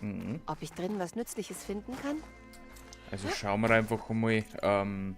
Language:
Bavarian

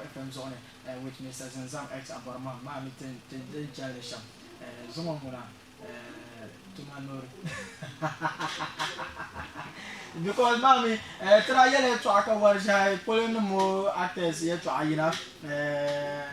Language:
Dagbani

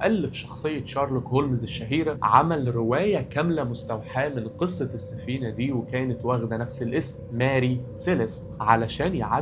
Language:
Egyptian Arabic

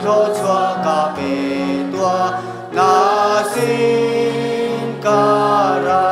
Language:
Hakha Chin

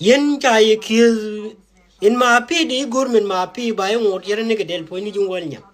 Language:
Nuer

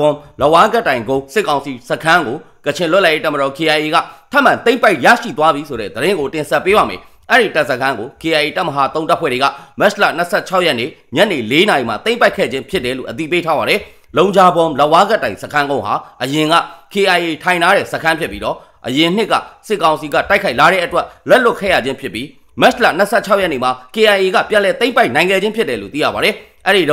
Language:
Burmese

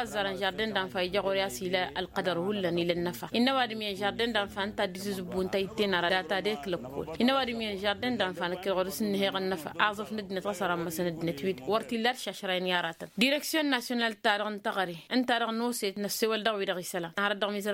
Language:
Tamasheq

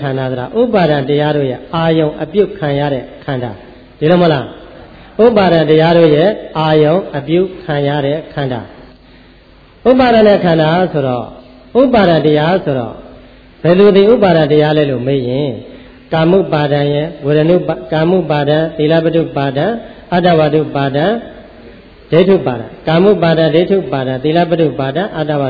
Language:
Burmese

